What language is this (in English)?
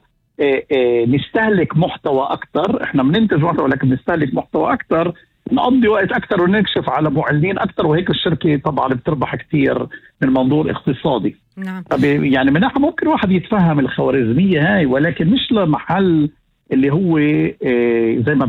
North Levantine Arabic